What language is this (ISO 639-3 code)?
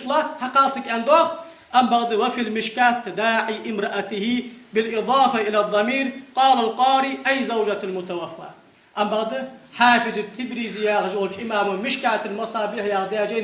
inh